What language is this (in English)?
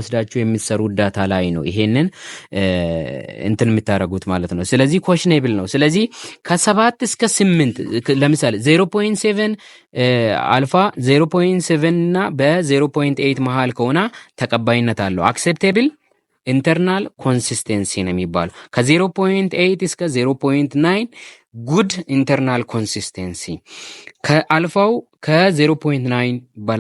Amharic